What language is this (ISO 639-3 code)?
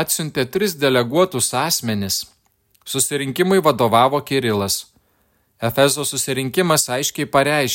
lit